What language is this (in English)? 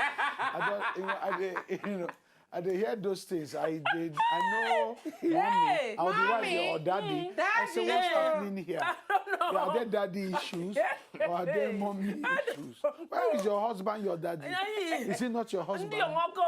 Nigerian Pidgin